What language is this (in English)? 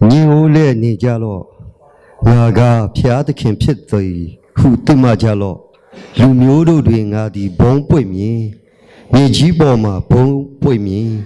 Lahu